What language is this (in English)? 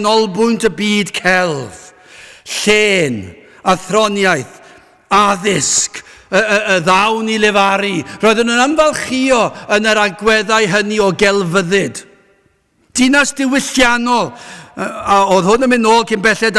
Welsh